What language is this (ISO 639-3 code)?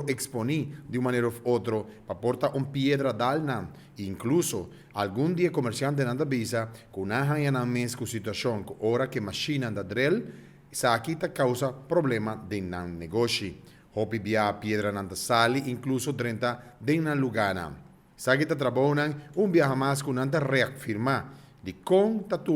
pap